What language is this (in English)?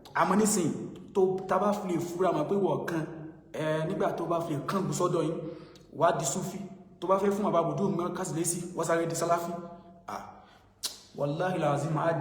Yoruba